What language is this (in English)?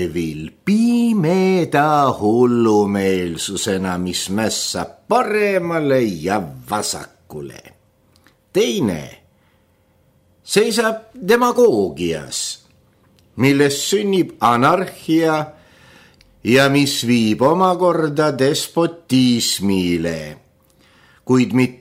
Estonian